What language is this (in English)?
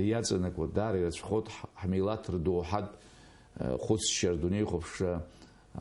Abkhazian